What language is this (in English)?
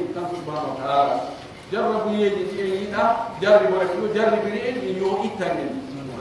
Pular